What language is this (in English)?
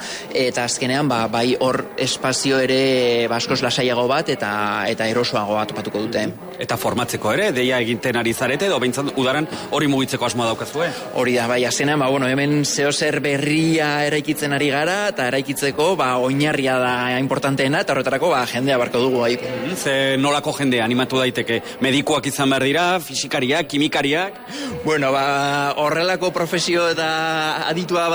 Basque